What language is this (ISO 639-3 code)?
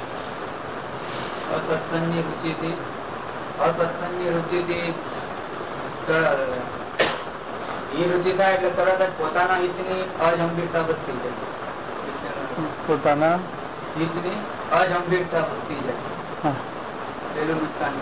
guj